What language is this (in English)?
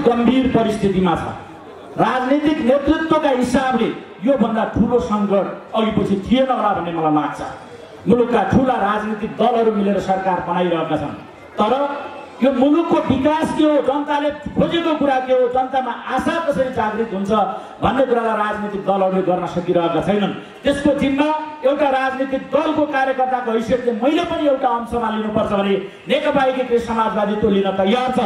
Nepali